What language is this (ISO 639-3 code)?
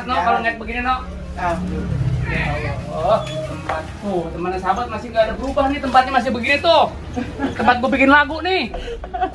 bew